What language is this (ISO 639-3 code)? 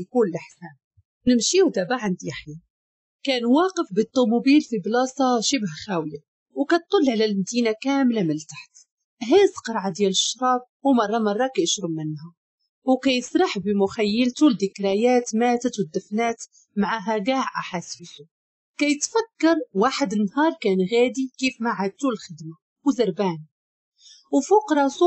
ary